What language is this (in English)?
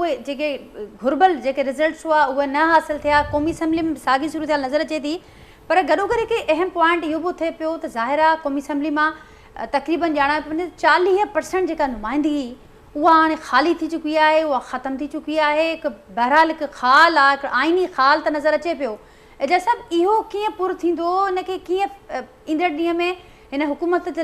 Sindhi